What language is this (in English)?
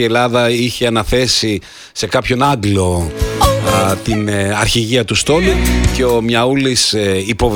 Greek